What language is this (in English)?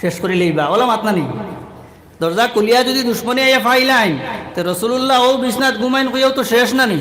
Sylheti